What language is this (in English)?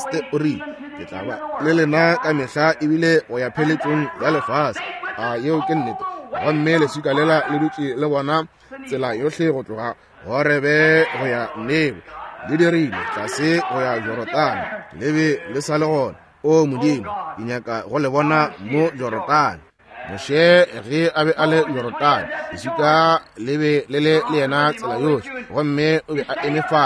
Northern Sotho